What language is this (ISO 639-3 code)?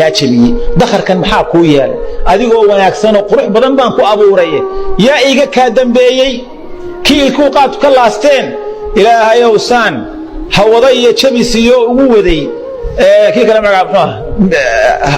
som